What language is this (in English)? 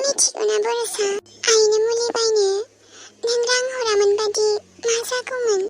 Bodo